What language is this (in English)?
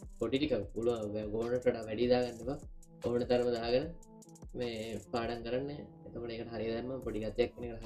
Sinhala